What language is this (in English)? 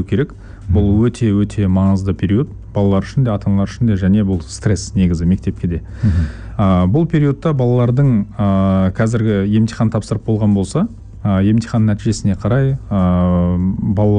Kazakh